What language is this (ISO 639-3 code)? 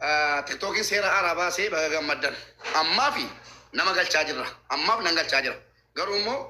orm